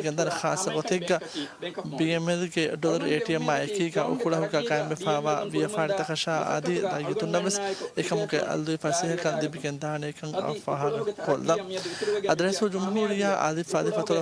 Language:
Divehi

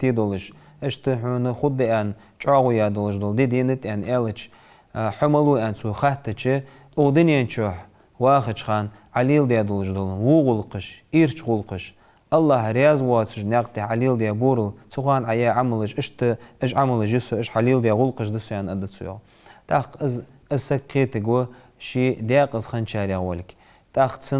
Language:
Ingush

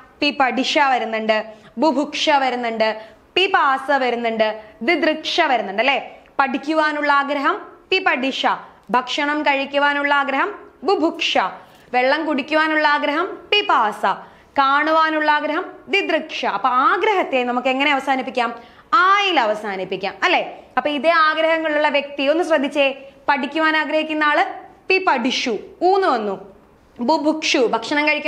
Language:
Malayalam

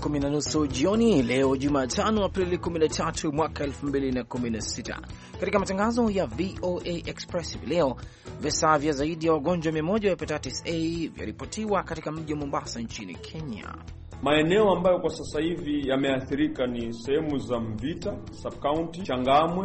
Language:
Swahili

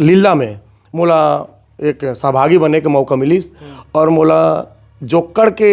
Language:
Chhattisgarhi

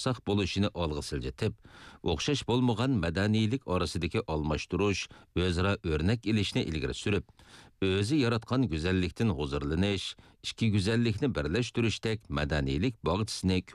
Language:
Uyghur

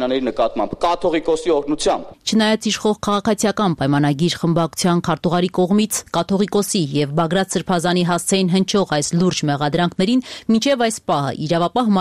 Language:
Armenian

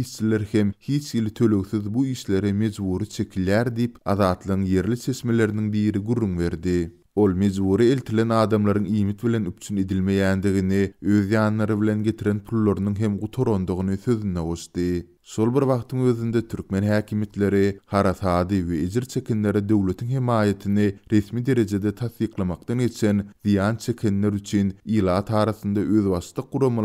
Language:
Turkmen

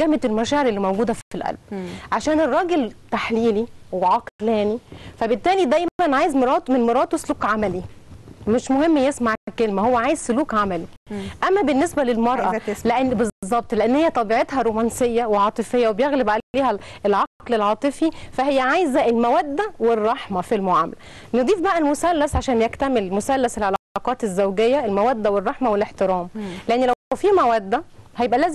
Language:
Egyptian Arabic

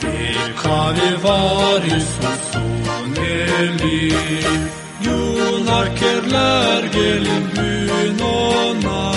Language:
Gagauz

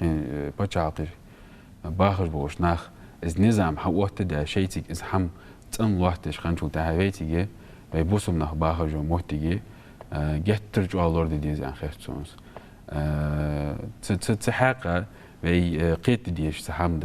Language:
Ingush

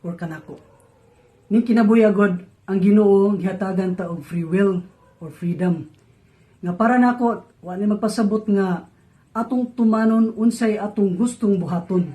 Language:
Cebuano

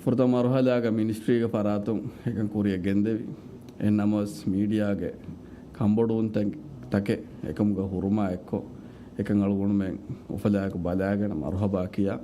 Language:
Divehi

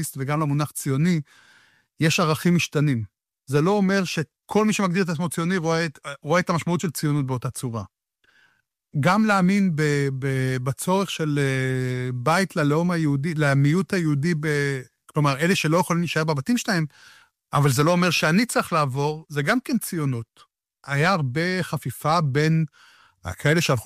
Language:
Hebrew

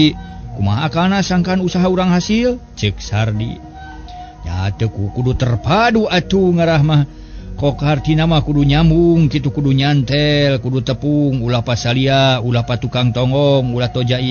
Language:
Sundanese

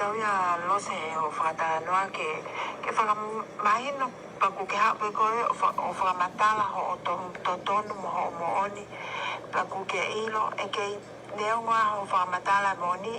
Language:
Tongan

